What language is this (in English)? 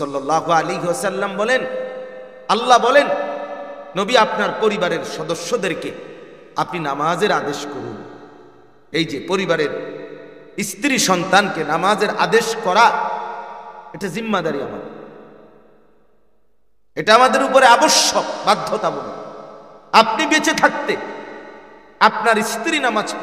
Bangla